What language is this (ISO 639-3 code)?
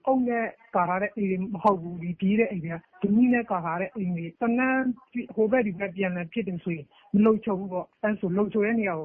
mya